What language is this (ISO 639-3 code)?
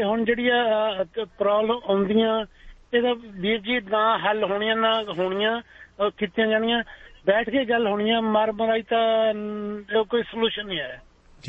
pan